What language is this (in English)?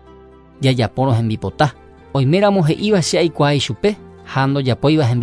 Guarani